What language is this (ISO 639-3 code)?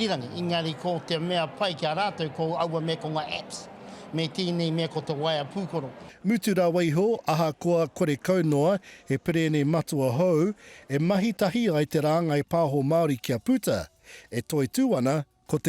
mri